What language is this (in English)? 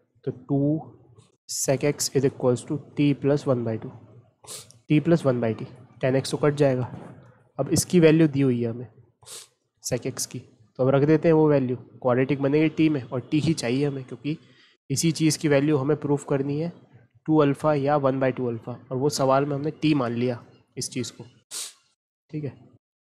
Hindi